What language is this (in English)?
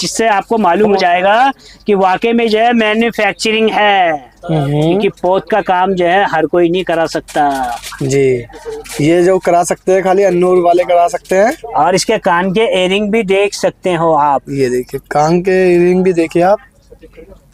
Hindi